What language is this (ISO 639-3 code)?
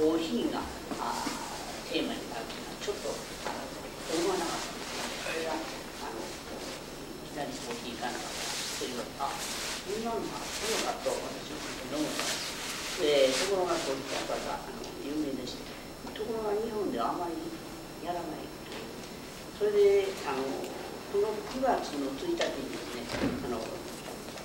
jpn